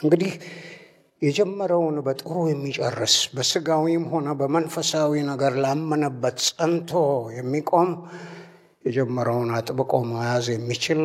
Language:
Amharic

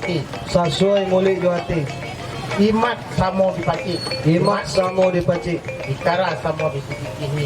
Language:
Minangkabau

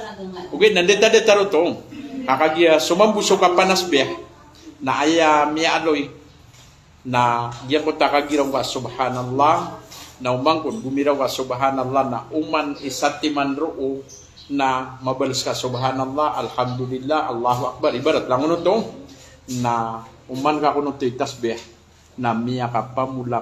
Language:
Maranao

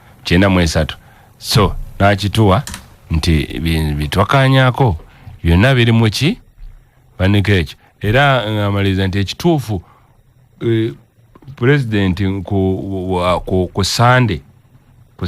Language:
Ganda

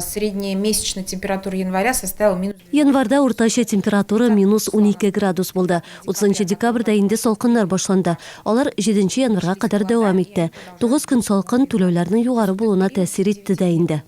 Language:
Tatar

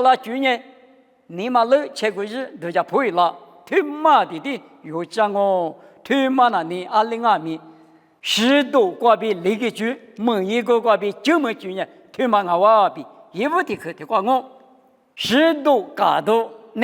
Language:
Lisu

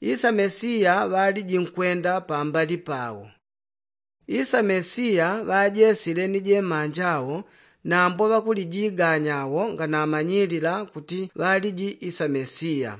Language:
Yao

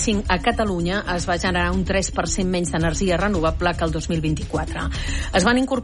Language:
Catalan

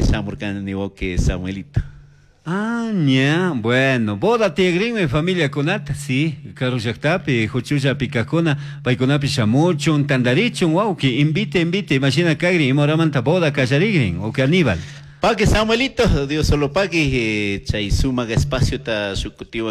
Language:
Chimborazo Highland Quichua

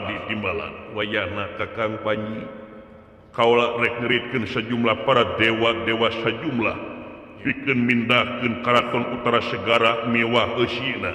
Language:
Sundanese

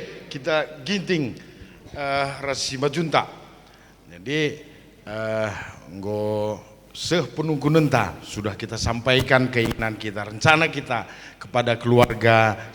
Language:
Batak Karo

